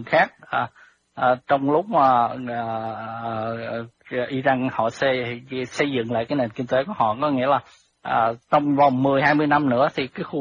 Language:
Vietnamese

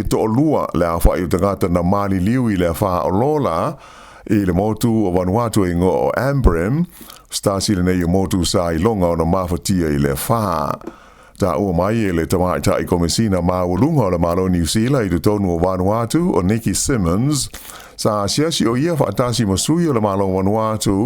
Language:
Samoan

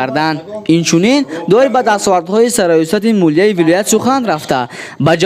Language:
Tajik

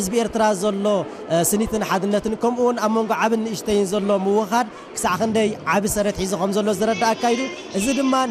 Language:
Tigrinya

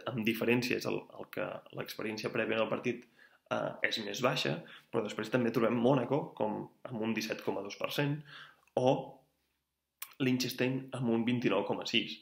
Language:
Catalan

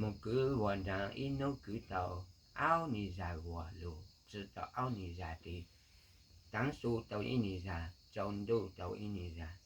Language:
Hmong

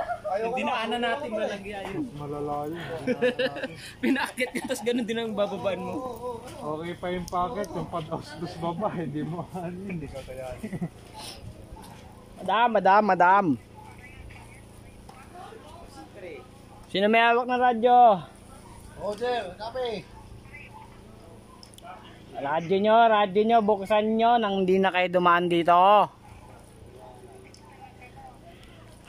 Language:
Filipino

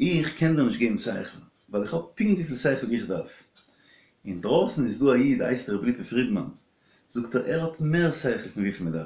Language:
Yiddish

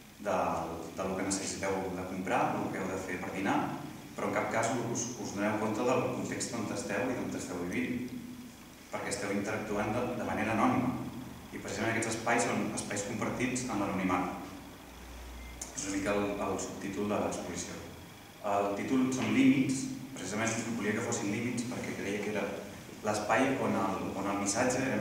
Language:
Catalan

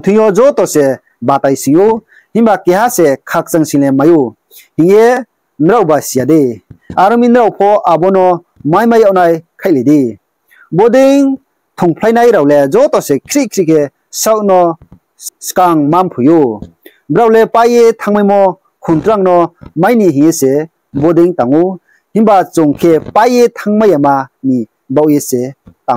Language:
Riang (India)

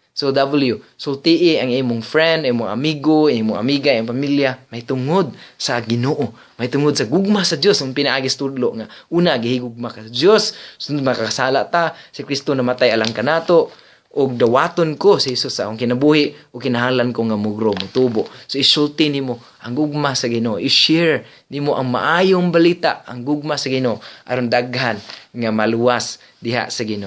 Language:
Cebuano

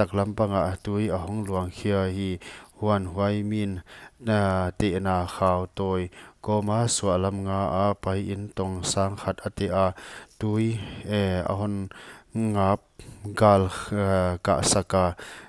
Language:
Paite Chin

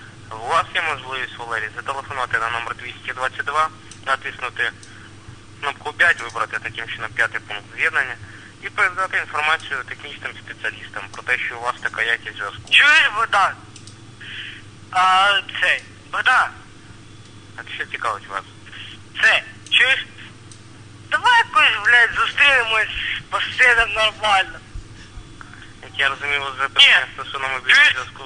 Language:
Ukrainian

